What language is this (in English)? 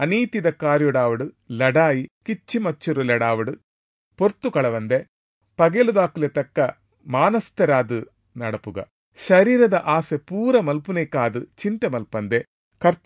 Tulu